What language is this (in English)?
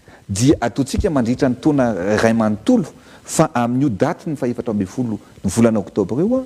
Malagasy